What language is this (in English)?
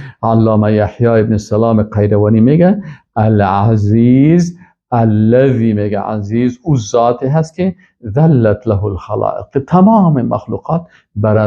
Persian